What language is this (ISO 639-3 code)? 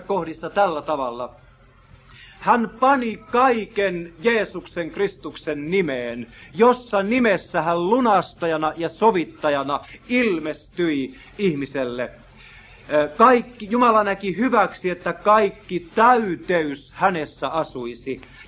fin